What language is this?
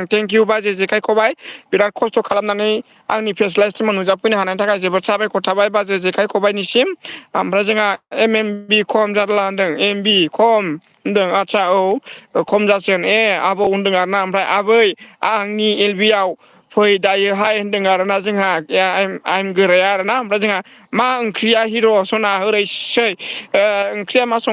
Bodo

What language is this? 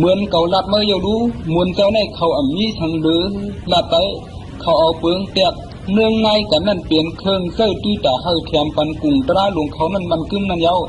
Shan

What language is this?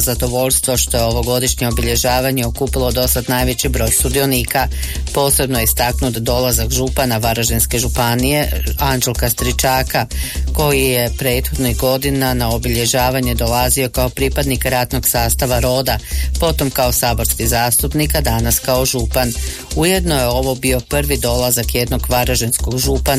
Croatian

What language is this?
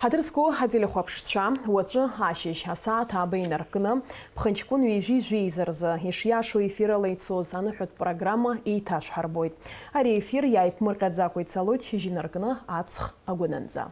Abkhazian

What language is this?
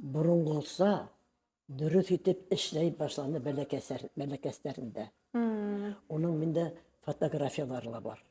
Bashkir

